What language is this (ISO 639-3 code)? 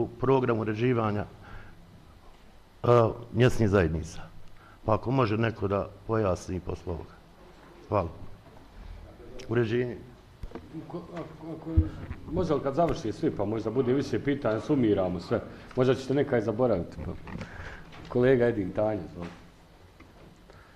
bos